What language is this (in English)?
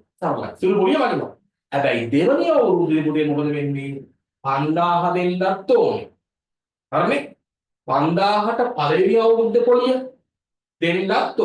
Sinhala